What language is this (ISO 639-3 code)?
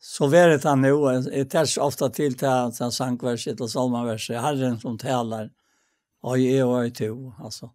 fao